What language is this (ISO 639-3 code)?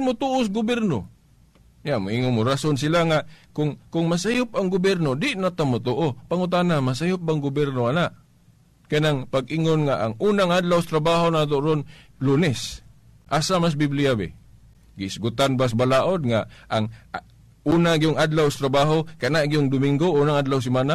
ceb